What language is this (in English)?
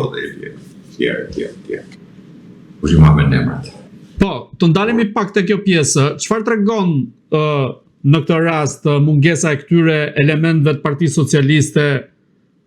Albanian